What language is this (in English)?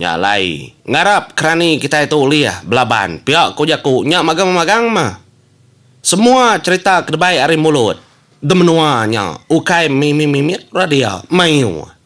Iban